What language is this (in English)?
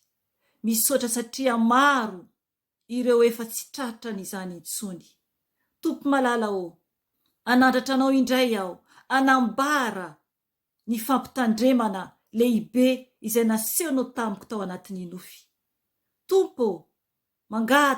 Malagasy